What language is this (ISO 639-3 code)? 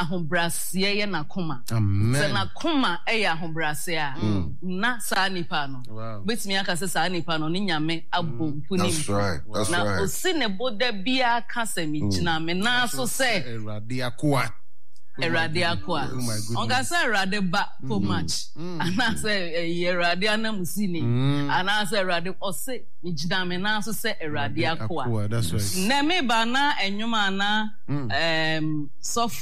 aka